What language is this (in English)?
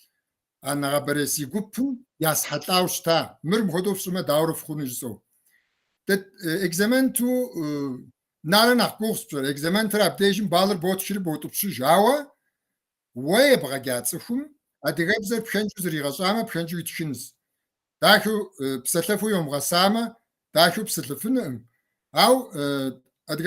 Kabardian